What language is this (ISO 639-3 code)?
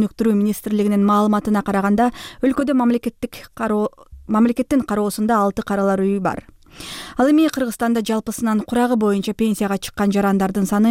kir